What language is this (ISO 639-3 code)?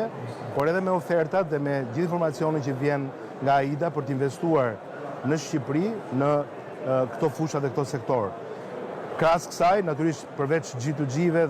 sqi